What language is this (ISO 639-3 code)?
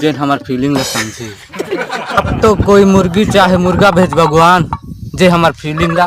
hne